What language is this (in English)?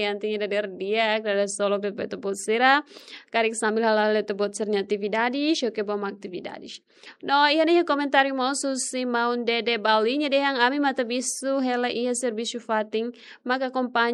Tetum